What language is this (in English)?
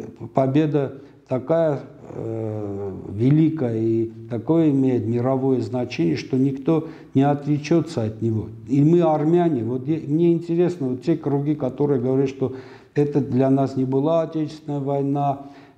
Russian